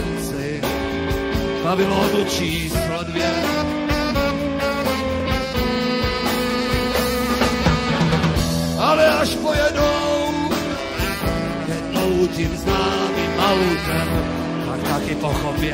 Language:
Czech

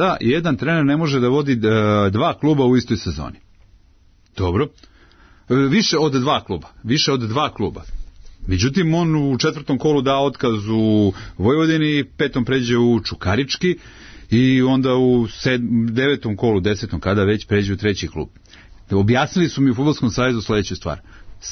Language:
Serbian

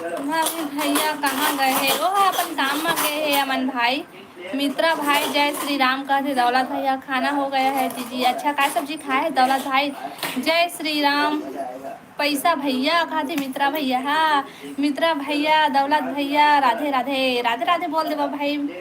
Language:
Chhattisgarhi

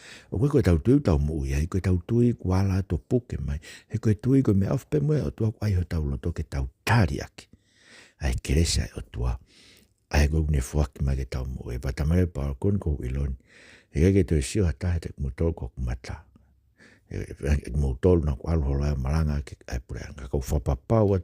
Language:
Tongan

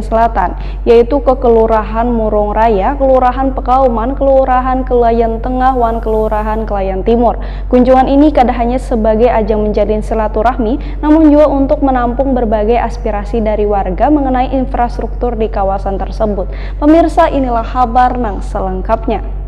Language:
Banjar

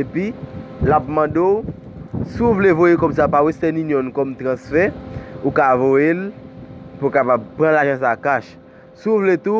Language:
Haitian Creole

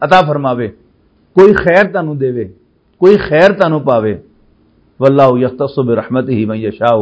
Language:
Western Panjabi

